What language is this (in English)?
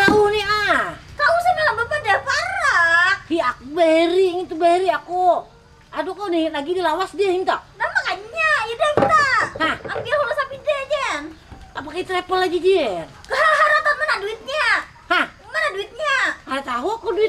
Banjar